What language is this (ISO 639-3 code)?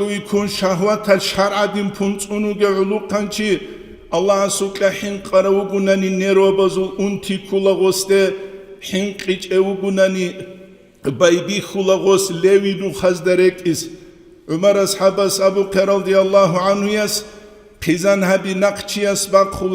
ava